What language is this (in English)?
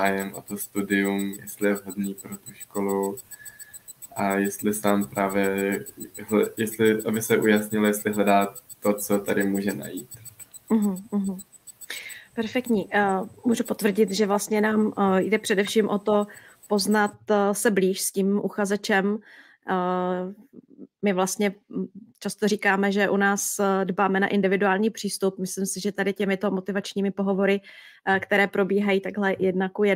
Czech